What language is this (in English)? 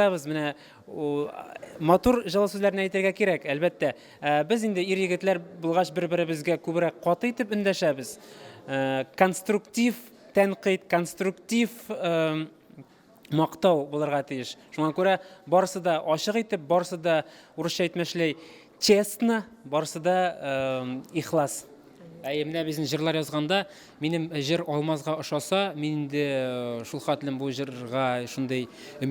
Tatar